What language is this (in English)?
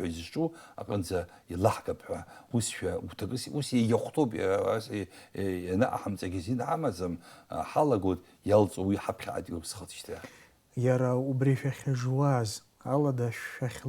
Abkhazian